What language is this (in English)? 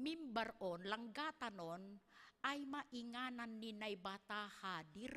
Batak Simalungun